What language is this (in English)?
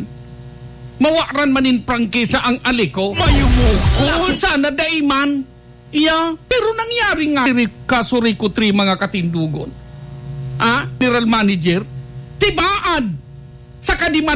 Bikol